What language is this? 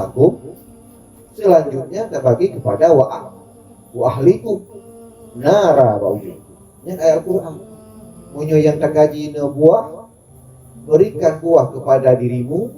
Achinese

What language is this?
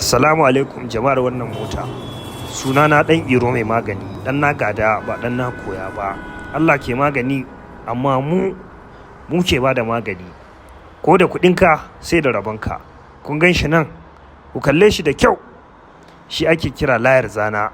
Hausa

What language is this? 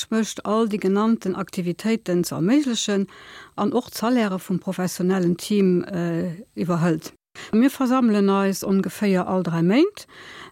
Luxembourgish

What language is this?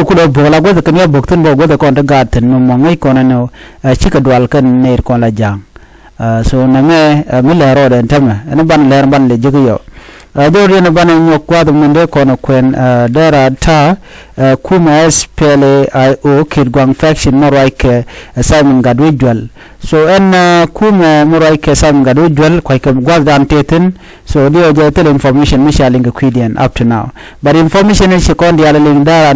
Nuer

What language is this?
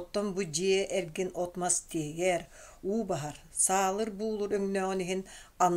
Yakut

